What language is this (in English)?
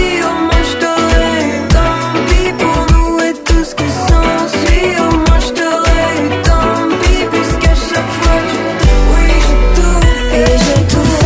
French